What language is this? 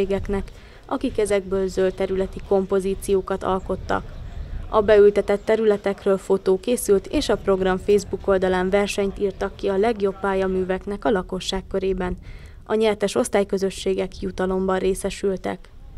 Hungarian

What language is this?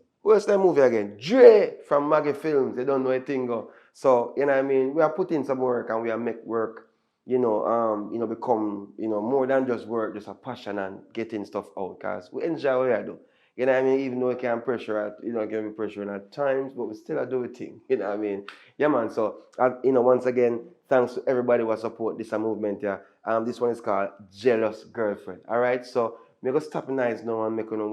Jamaican Creole English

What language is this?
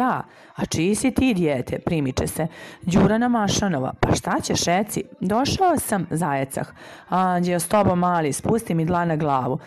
Serbian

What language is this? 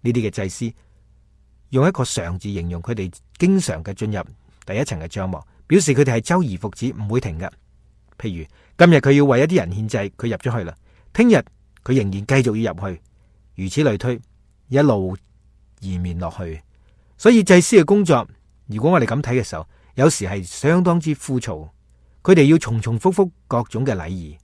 Cantonese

